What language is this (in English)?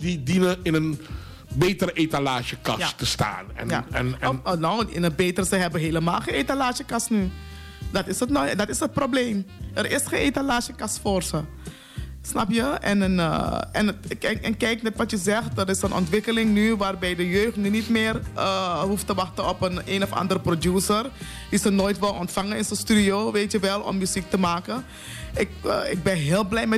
Dutch